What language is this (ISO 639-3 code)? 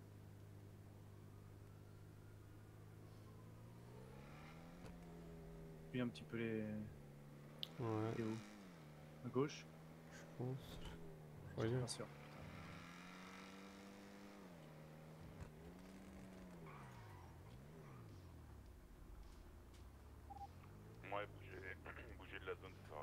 fra